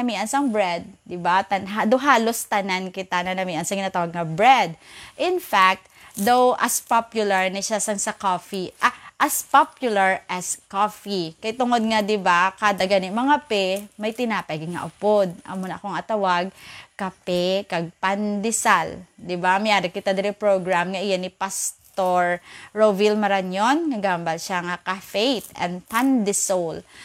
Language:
Hiligaynon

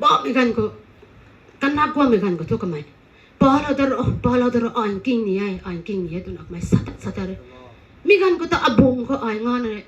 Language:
Rongmei Naga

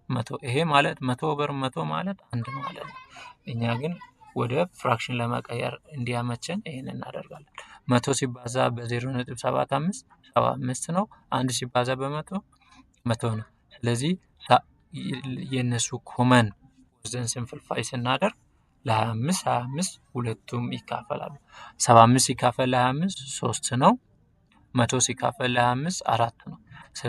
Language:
Amharic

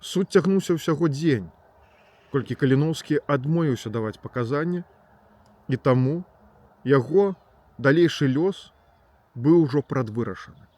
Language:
Belarusian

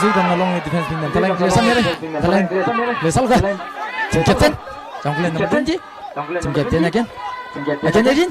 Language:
Tangkhul Naga (India)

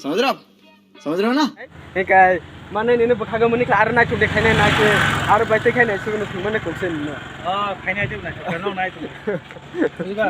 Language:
Kok Borok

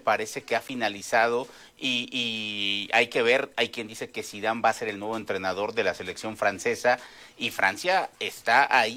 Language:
Spanish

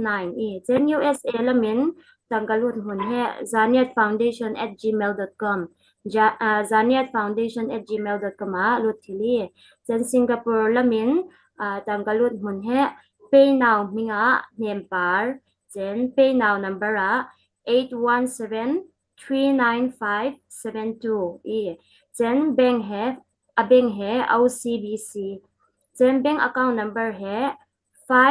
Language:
Falam Chin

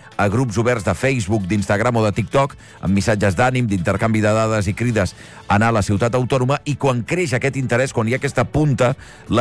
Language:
Catalan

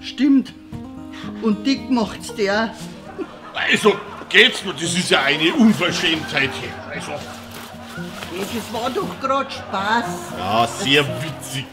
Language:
Bavarian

